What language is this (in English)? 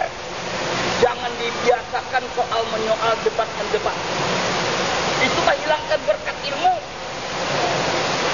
Indonesian